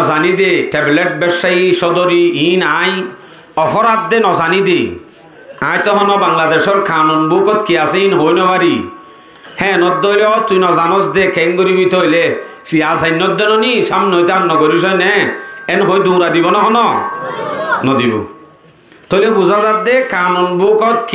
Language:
Rohingya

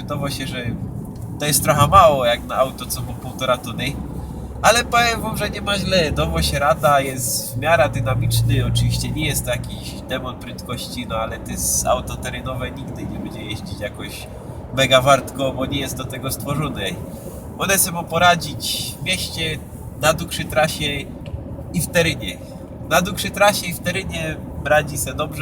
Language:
Silesian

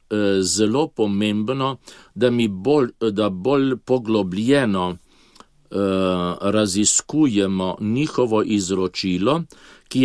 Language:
Slovenian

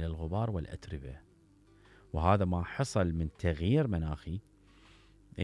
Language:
Mesopotamian Arabic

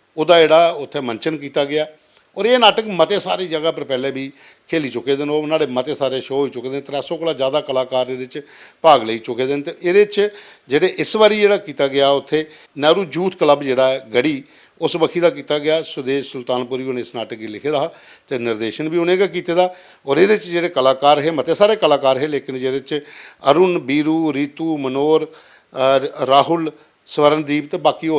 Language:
Dogri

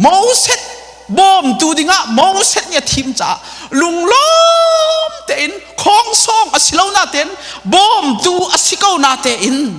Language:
Hakha Chin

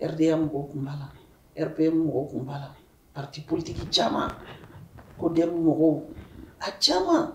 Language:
Bambara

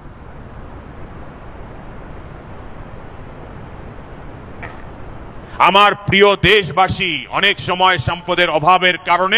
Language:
Bangla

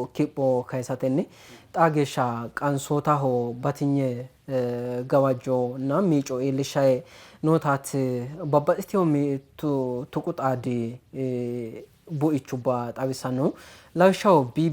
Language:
Sidamo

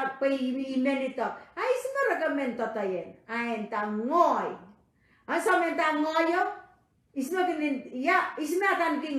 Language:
Pohnpeian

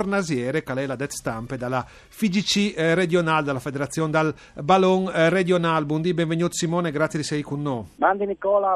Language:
Friulian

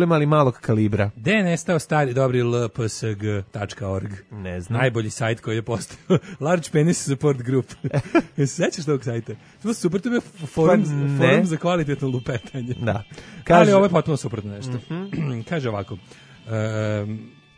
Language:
Serbian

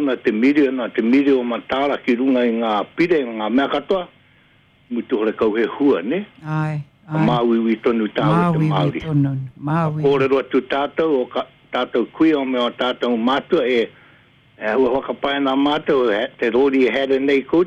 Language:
Māori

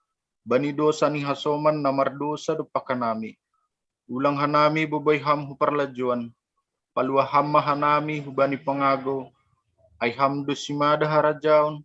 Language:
Batak Simalungun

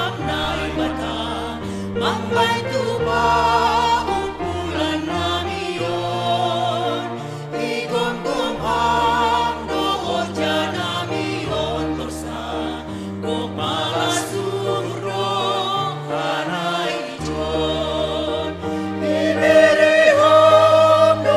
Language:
Batak Simalungun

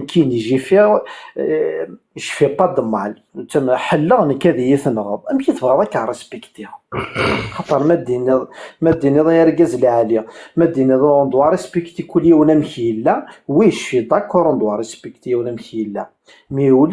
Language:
Kabyle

